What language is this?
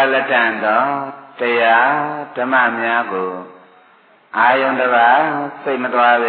Burmese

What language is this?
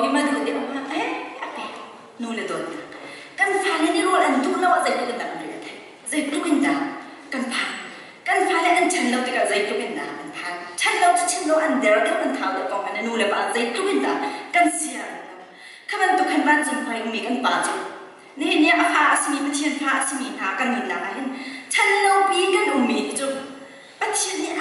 Hakha Chin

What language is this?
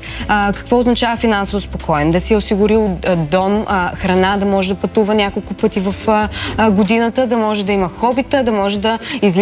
Bulgarian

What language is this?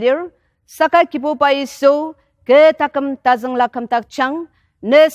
Ao Naga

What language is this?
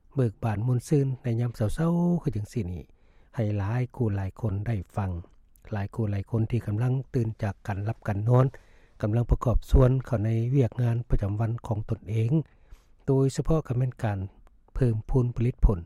Lao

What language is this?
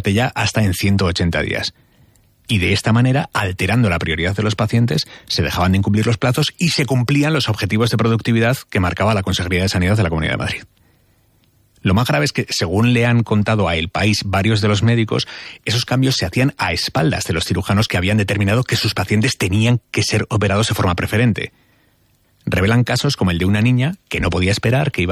Spanish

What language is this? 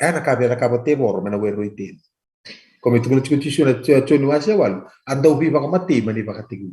Fijian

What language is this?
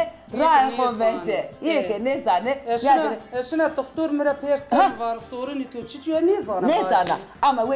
Zaza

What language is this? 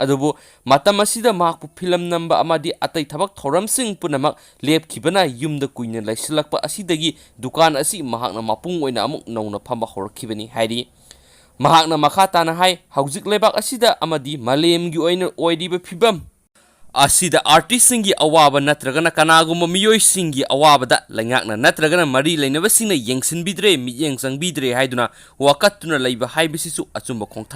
Manipuri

